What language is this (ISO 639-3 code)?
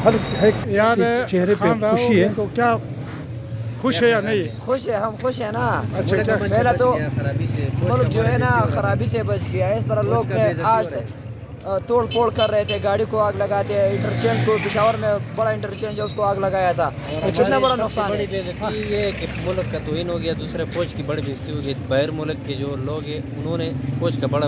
urd